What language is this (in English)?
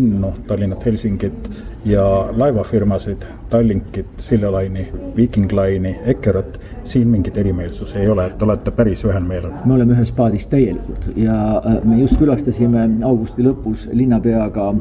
Estonian